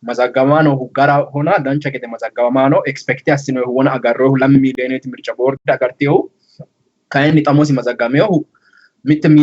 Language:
Sidamo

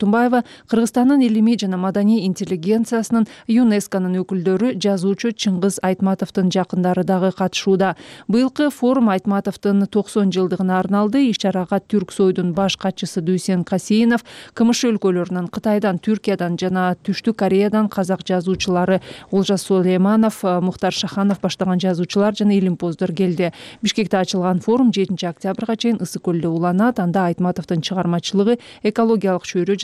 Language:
Kyrgyz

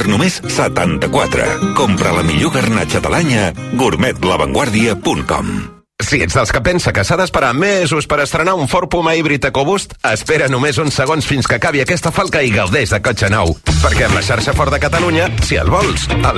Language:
Catalan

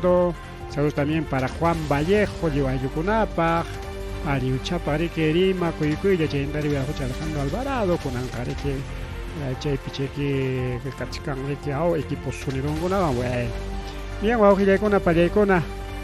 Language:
Ayacucho Quechua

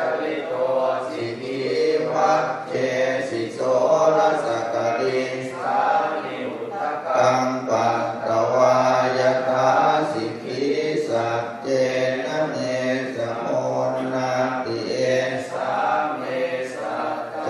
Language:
Pali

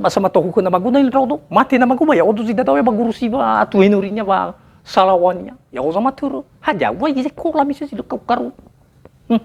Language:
Nias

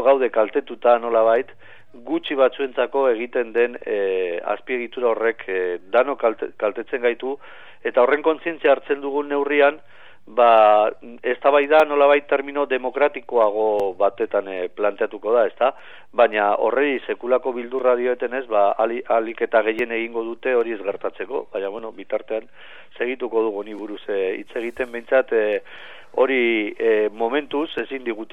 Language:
Basque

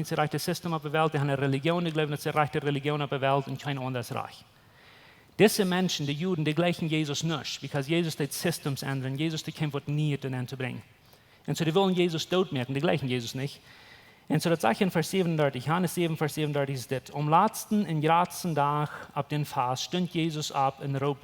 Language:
Plautdietsch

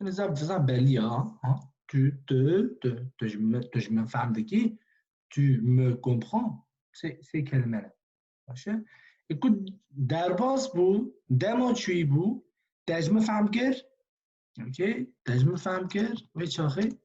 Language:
Kurdish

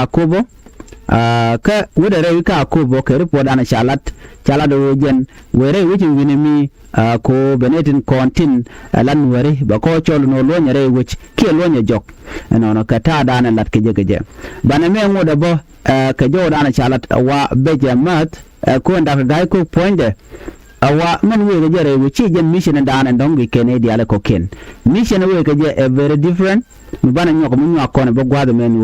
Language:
Nuer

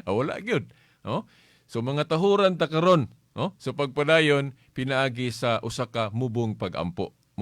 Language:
Cebuano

